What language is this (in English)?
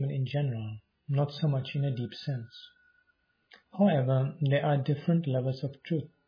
English